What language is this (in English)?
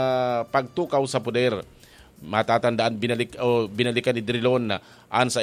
Bikol